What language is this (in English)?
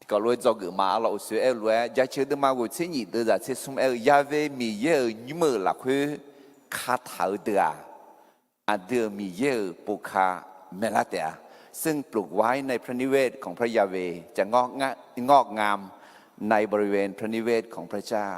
Akha